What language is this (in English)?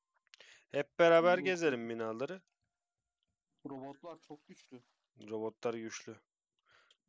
Turkish